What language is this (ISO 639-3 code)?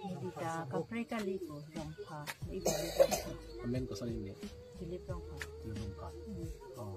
mjw